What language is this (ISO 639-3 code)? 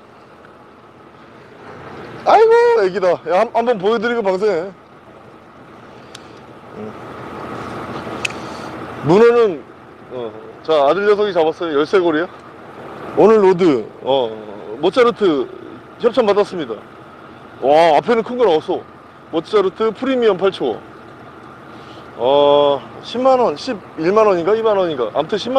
kor